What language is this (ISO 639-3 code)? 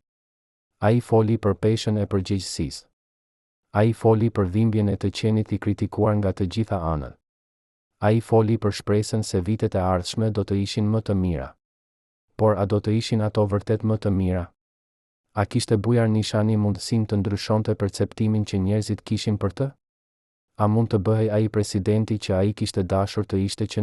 sqi